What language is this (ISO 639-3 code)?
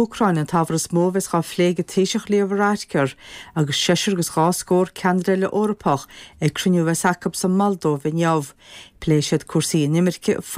gle